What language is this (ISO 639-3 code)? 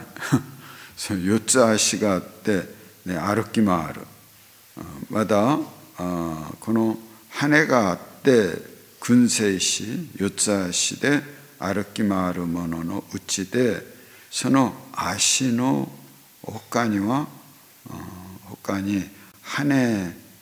jpn